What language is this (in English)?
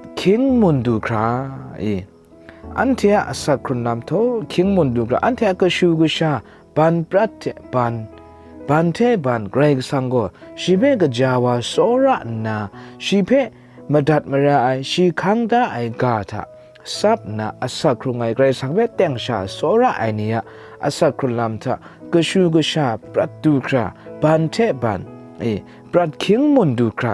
Kachin